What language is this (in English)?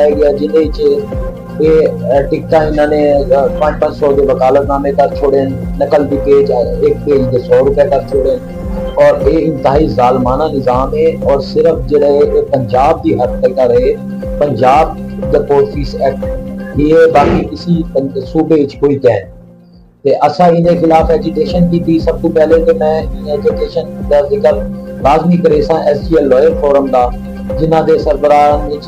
Saraiki